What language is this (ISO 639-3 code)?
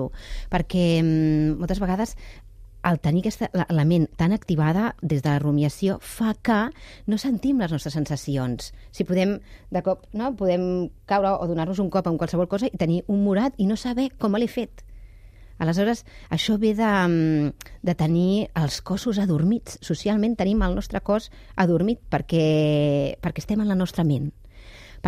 cat